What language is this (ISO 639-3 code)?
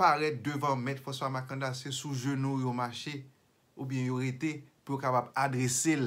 hat